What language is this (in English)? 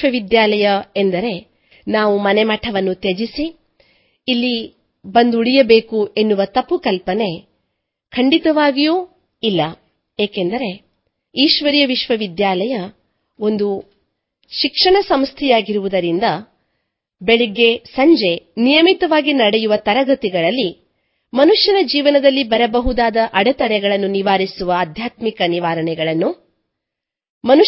Kannada